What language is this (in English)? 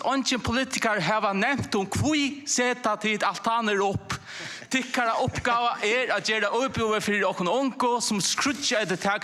Faroese